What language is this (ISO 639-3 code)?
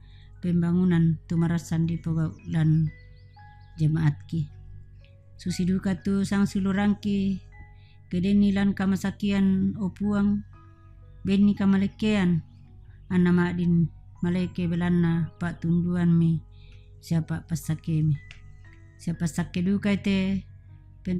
sda